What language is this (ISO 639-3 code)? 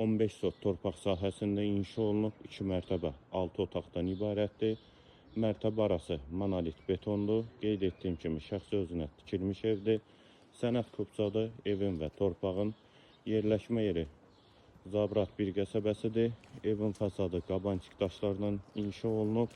aze